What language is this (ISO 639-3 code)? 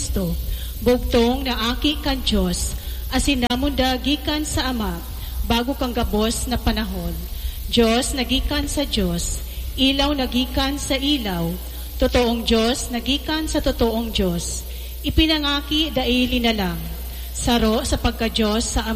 bik